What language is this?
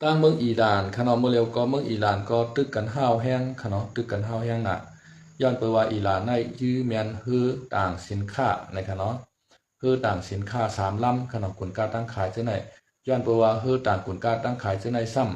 Shan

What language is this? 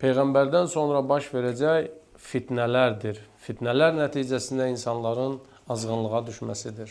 Azerbaijani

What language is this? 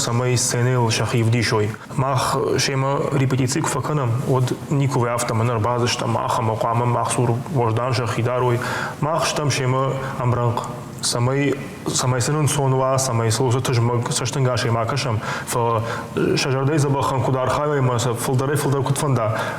Ossetic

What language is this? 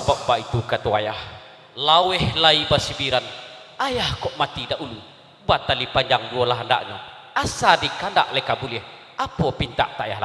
Minangkabau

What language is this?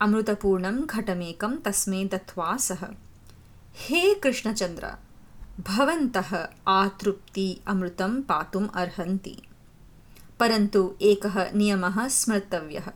Sanskrit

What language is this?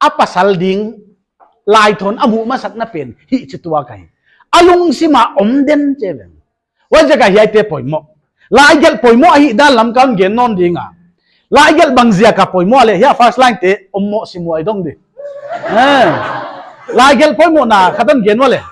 Paite Chin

